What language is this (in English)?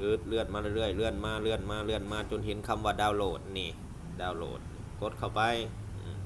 Lao